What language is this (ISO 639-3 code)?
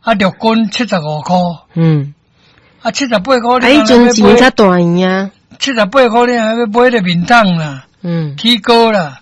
nan